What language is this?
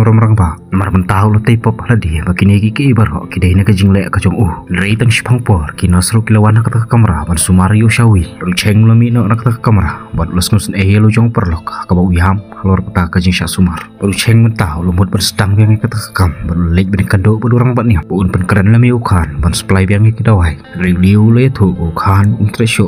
Khasi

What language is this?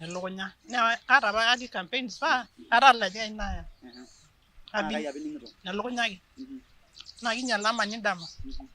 Masai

